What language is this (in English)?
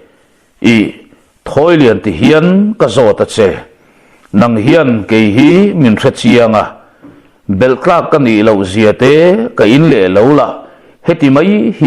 Mizo